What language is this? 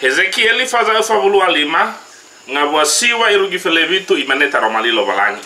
Nias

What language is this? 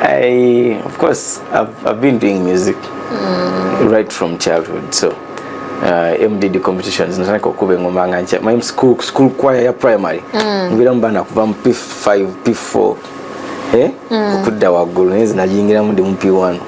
Ganda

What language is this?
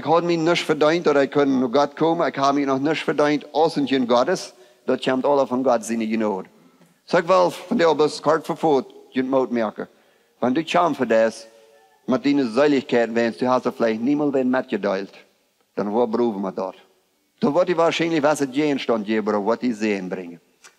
Plautdietsch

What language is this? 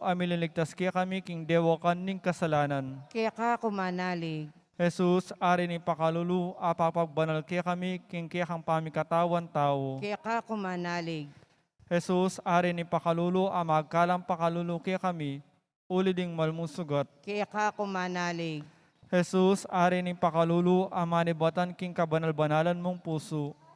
Pampanga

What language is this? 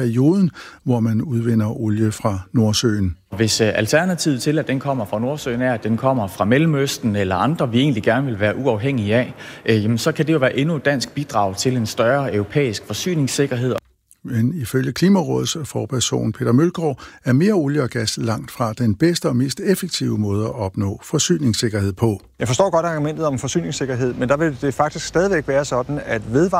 Danish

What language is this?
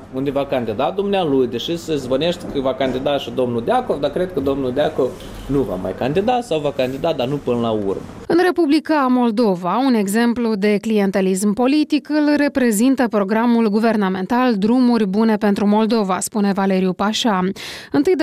Romanian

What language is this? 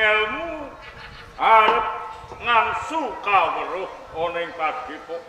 Javanese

